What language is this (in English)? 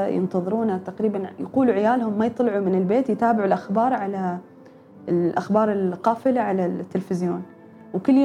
Gulf Arabic